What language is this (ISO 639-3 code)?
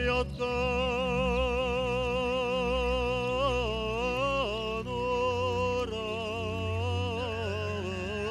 bak